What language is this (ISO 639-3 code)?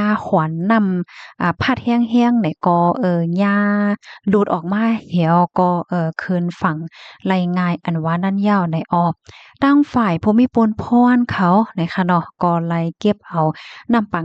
shn